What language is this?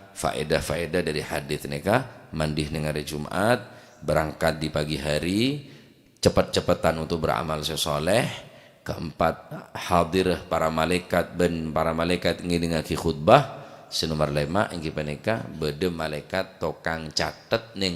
Madurese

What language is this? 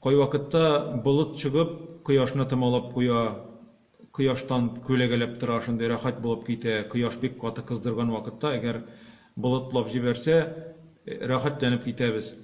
Tatar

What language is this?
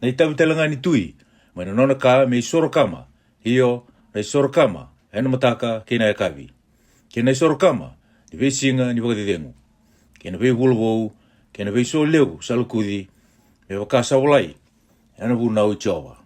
Fijian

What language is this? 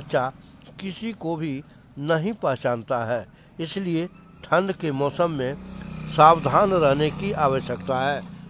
Hindi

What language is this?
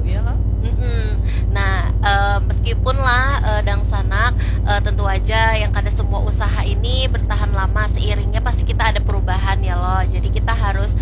Banjar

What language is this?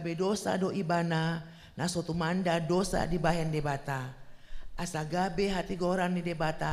Batak Toba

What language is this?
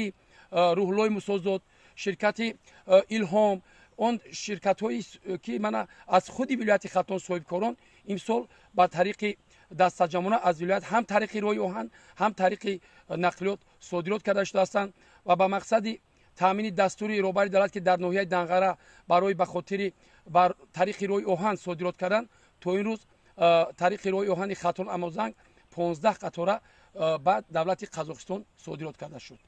Tajik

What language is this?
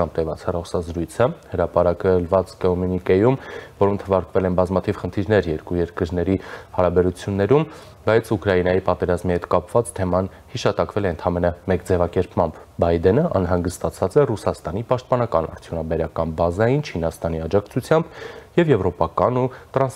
Armenian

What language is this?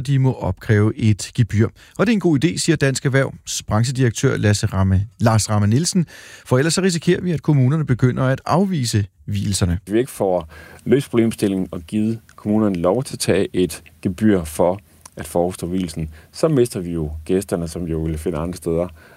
Danish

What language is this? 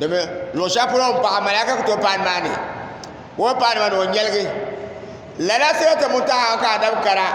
Dagbani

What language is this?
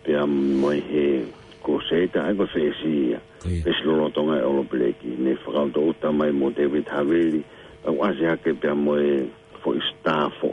Tongan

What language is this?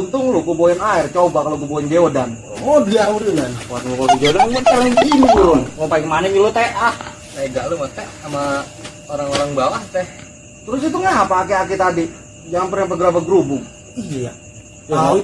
Betawi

